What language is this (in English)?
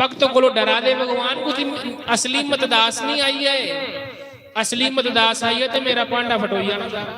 Dogri